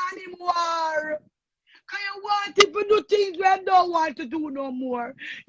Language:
Jamaican Creole English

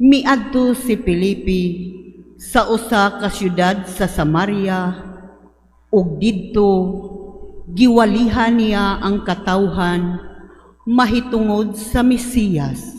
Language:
Cebuano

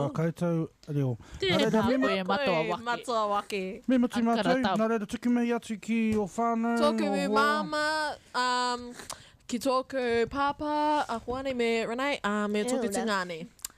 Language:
Māori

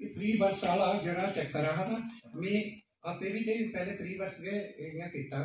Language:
Dogri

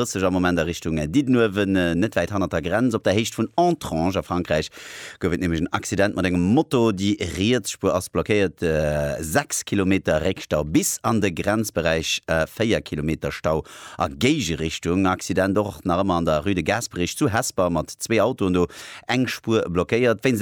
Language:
Luxembourgish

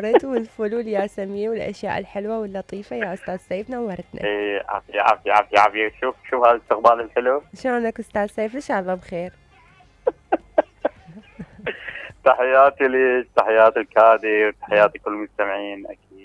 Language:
Mesopotamian Arabic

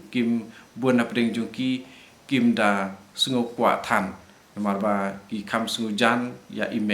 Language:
Khasi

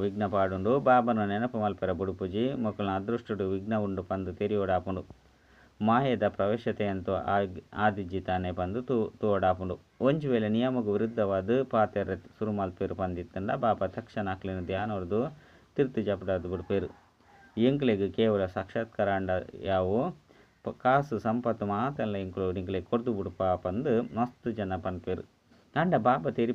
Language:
Tulu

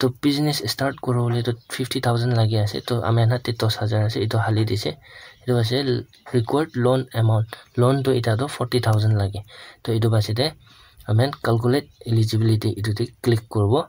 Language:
Naga Pidgin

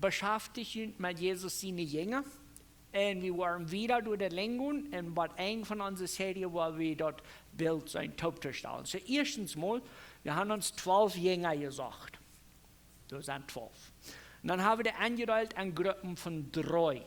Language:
Plautdietsch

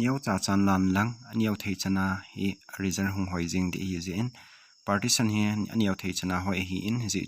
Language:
Thado Chin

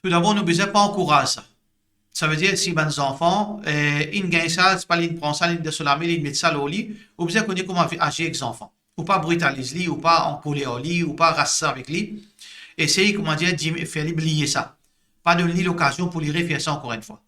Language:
Morisyen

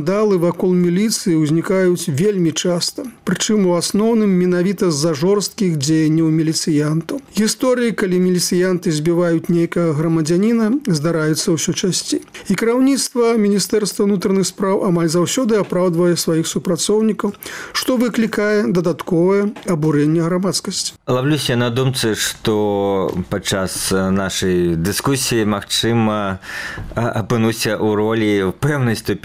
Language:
Belarusian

